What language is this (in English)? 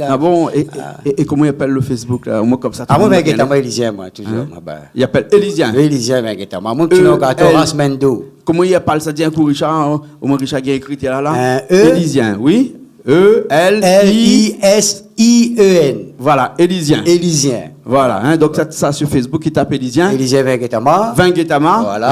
Réunion Creole French